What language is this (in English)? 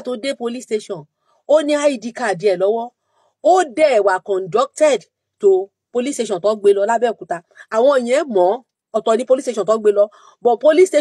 Yoruba